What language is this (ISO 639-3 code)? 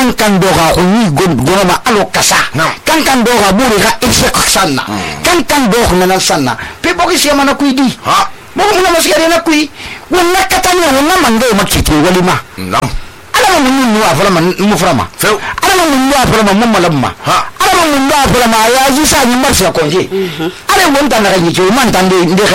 sus